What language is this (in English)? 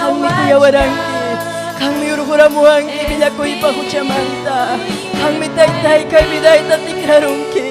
Ayacucho Quechua